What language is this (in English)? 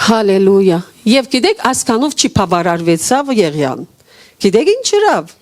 Western Armenian